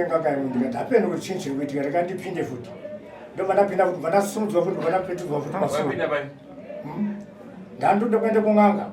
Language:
Shona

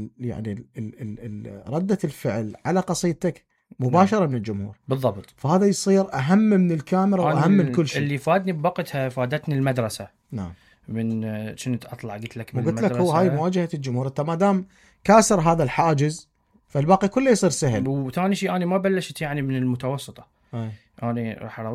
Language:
Mesopotamian Arabic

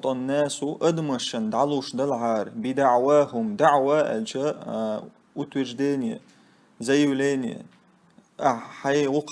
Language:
Chechen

